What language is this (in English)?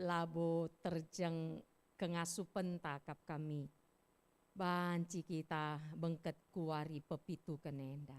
Batak Karo